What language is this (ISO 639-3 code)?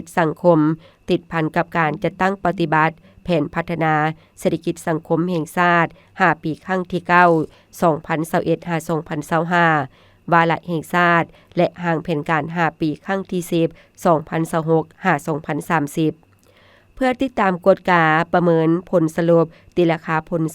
lao